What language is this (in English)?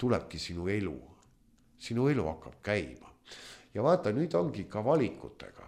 Estonian